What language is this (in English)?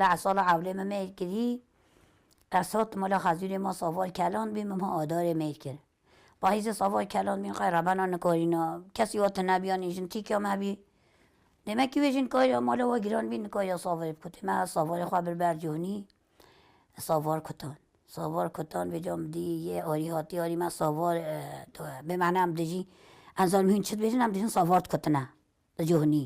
Kurdish